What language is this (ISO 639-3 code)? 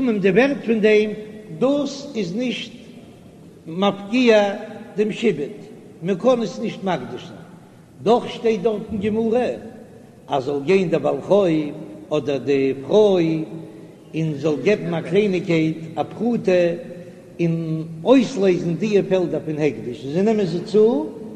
yid